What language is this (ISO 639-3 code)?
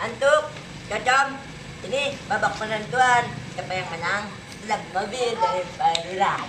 bew